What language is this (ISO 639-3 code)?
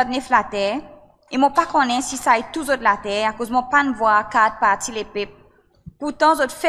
crs